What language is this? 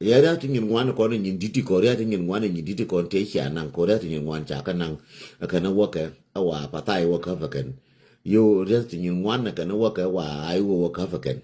Nuer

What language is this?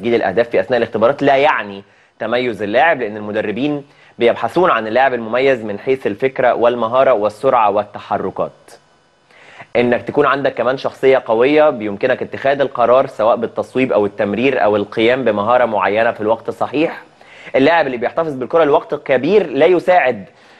Egyptian Arabic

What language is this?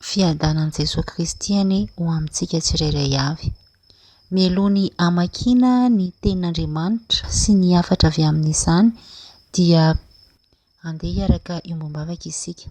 Malagasy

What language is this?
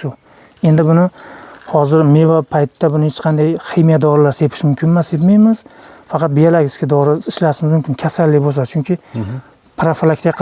Uzbek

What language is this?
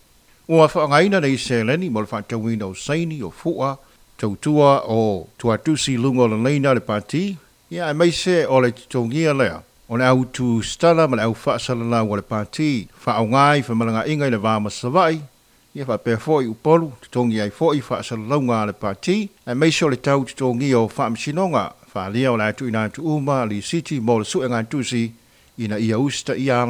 Samoan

